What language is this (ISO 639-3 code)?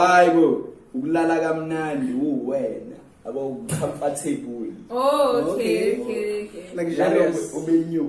zul